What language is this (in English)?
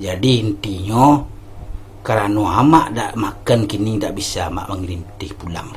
Minangkabau